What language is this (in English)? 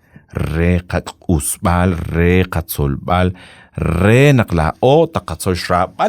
Kekchí